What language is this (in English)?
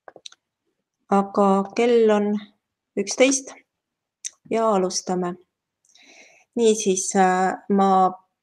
Estonian